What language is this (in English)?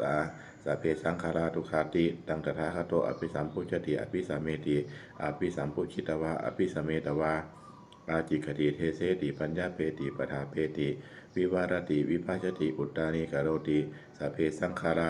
Pali